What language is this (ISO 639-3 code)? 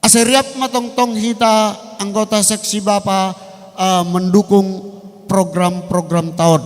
bts